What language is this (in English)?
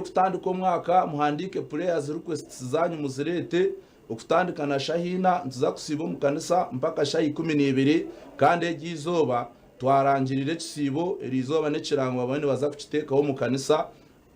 Nyankole